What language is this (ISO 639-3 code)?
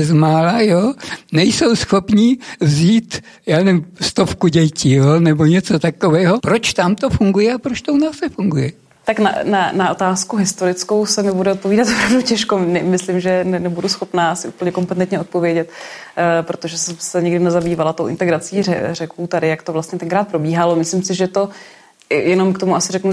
ces